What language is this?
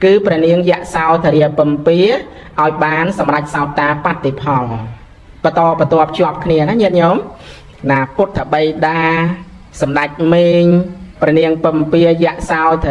Khmer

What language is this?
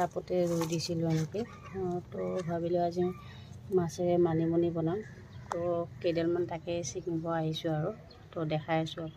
Assamese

